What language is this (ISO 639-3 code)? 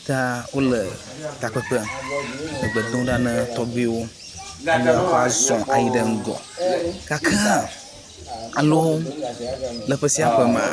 ewe